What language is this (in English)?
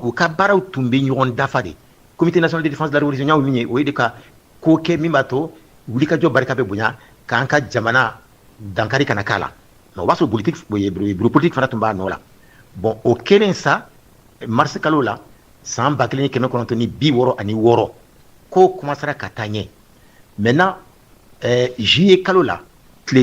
Bambara